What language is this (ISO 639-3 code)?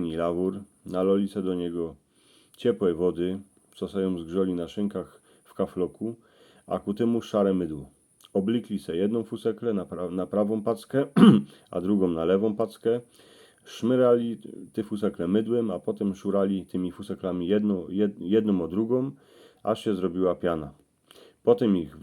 szl